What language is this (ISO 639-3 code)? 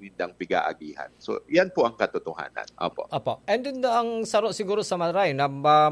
bik